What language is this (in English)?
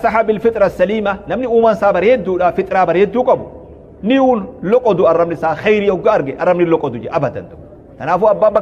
Oromo